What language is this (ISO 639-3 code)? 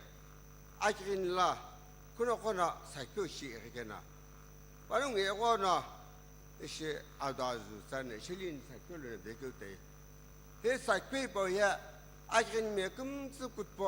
nsm